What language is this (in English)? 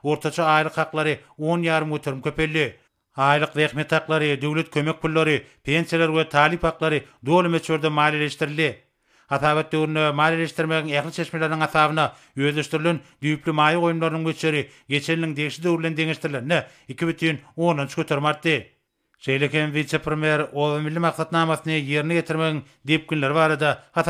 Turkmen